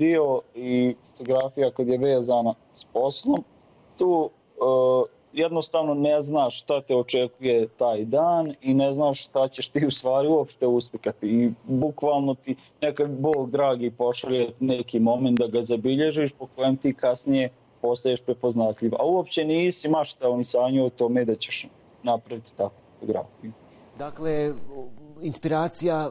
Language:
Bosnian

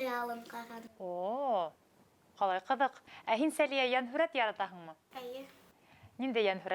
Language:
Bashkir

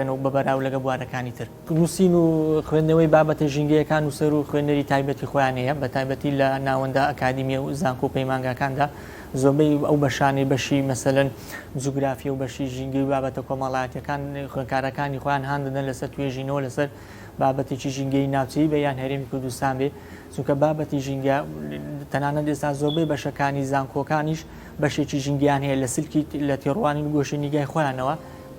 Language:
Central Kurdish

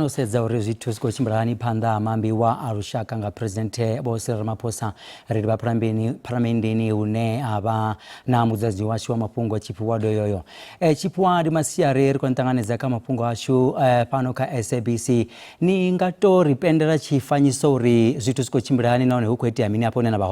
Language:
Venda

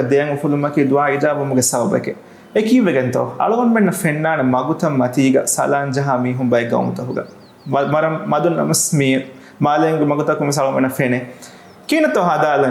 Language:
Divehi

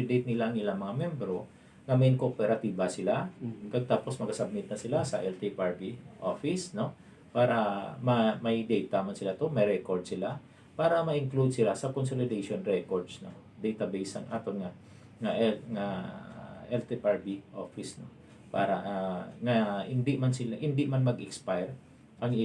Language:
Hiligaynon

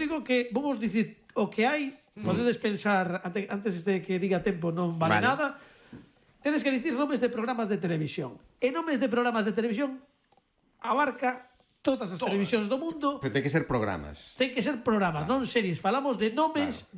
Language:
Galician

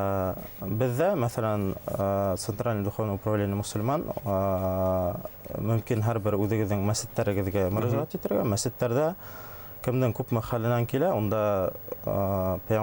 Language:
Bashkir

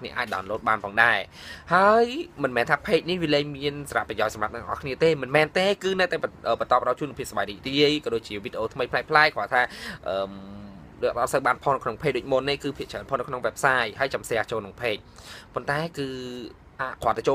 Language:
Khmer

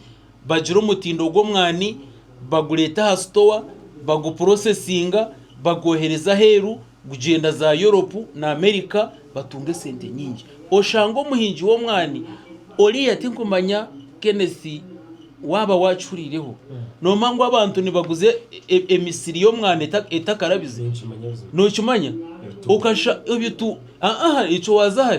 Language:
Nyankole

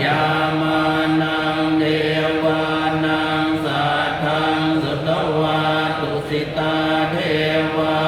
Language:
Pali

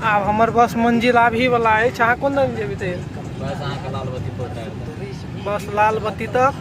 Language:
Maithili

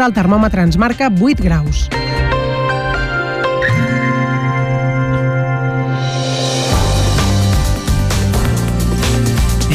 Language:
Catalan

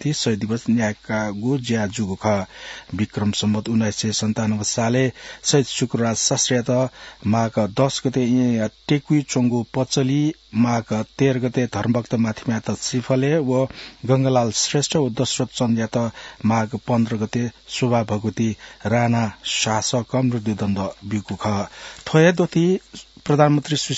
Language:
Newari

